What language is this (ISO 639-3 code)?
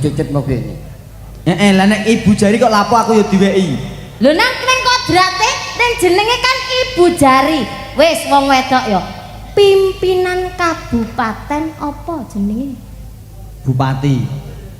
jav